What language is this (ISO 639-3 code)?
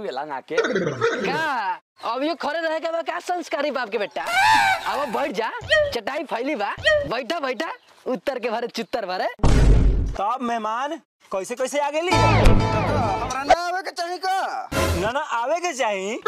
bho